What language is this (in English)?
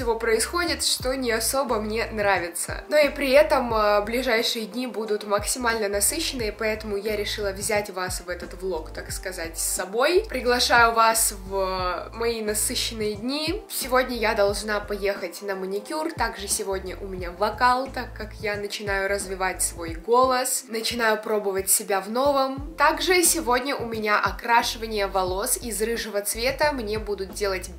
Russian